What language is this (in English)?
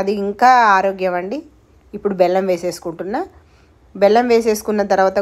Telugu